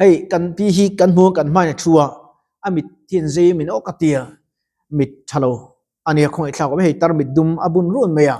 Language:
Mizo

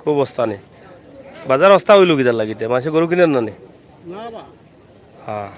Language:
Sylheti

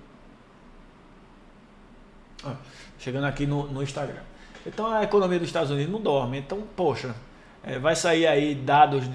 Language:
Portuguese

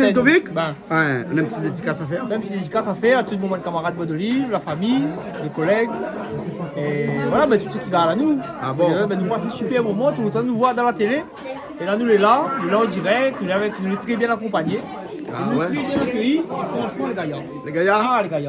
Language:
Réunion Creole French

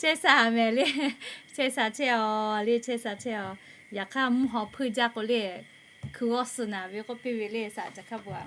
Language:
Lahu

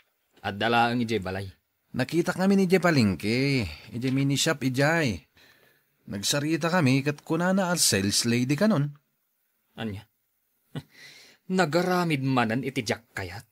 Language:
Iloko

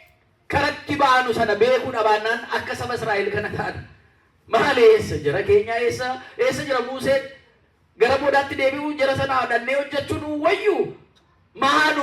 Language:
Oromo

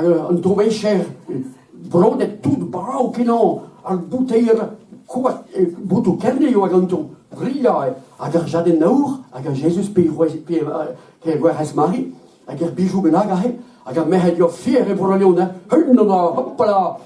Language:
Breton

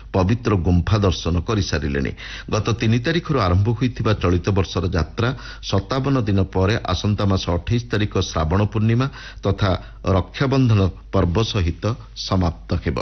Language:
Odia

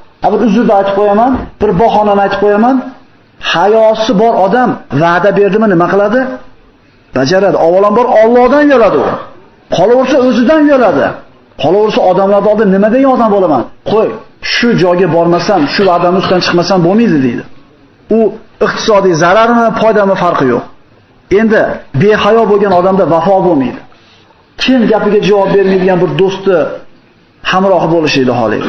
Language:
Uzbek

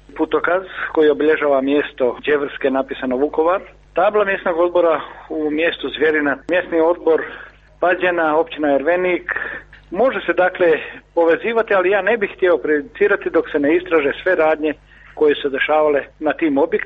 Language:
Croatian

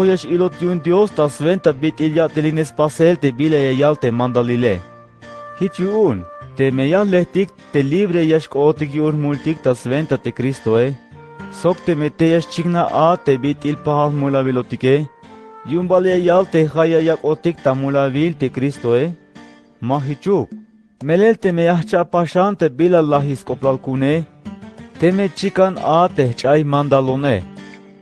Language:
Tzeltal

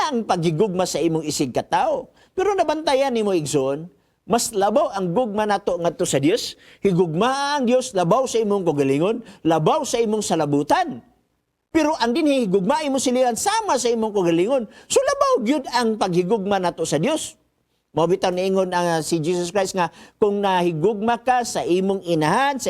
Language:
Cebuano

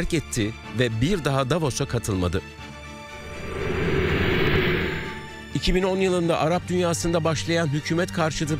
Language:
Turkish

